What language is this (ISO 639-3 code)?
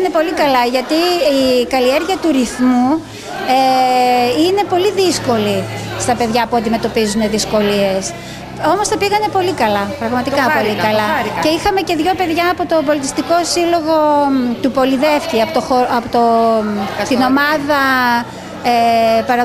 ell